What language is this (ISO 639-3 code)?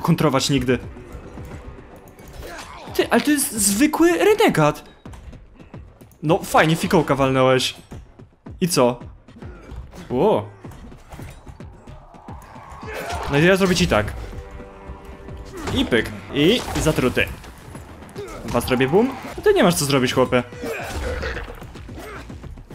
pol